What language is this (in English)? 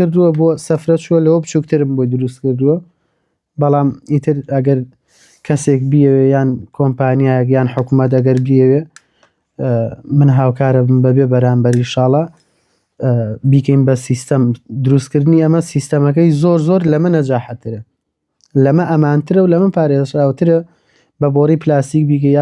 Central Kurdish